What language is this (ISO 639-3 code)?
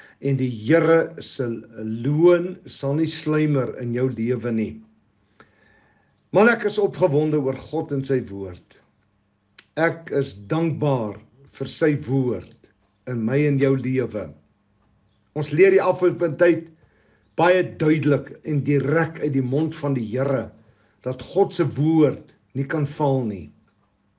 afr